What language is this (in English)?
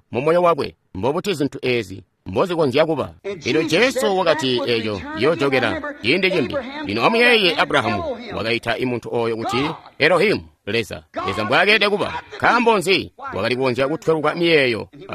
Tonga (Zambia)